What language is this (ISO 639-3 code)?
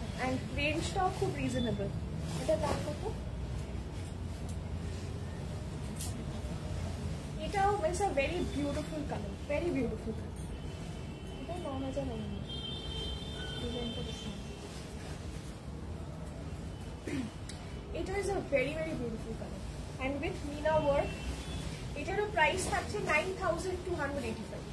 ben